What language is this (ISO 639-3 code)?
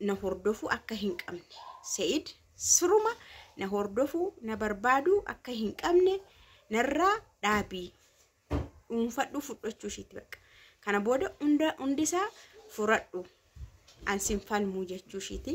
orm